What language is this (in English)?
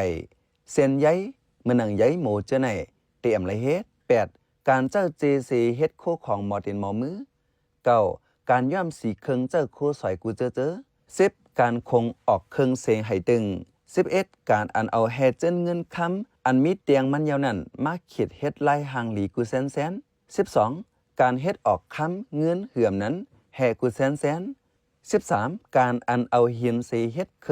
Shan